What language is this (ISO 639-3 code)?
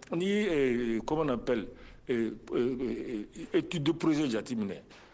bam